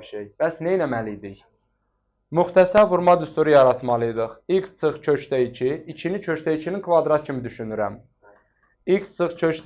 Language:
Azerbaijani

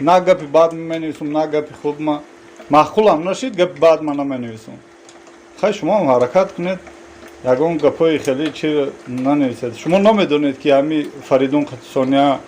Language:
Tajik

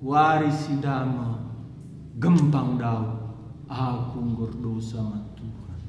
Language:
Batak Karo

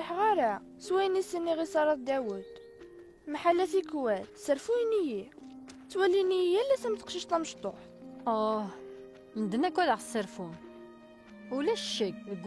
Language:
Kabyle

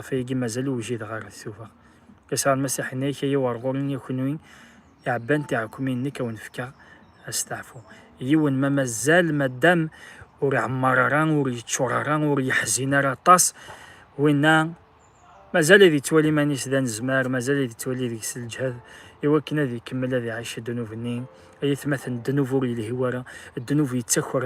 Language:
Kabyle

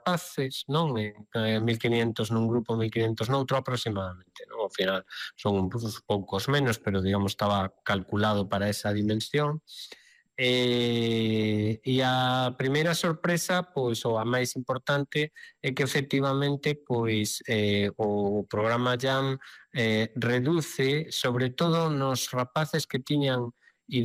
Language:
Galician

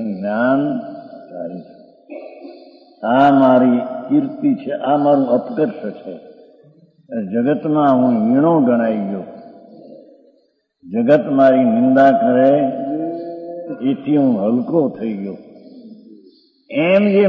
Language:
Gujarati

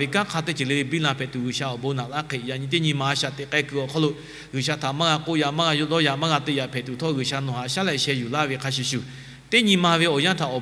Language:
Lahu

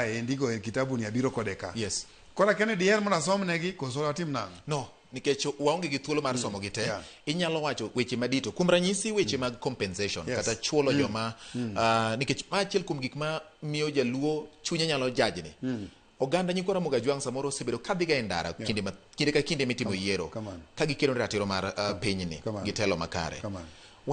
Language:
Luo (Kenya and Tanzania)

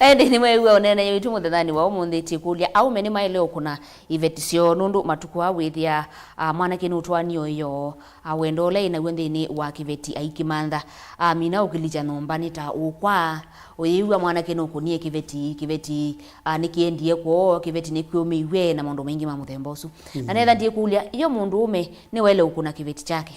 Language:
Kamba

